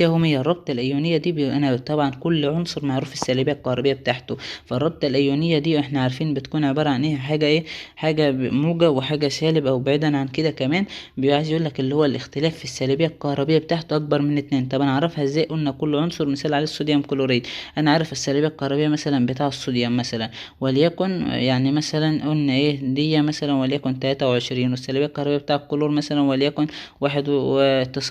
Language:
Egyptian Arabic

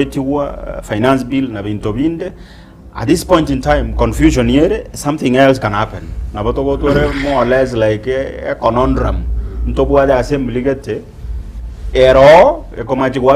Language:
Gusii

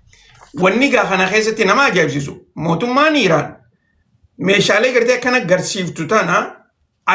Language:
Oromo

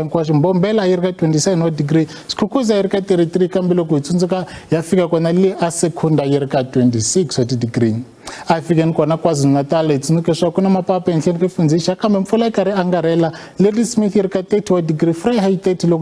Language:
Tsonga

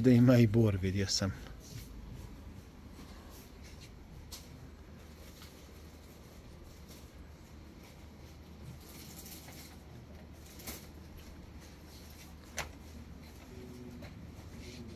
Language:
Croatian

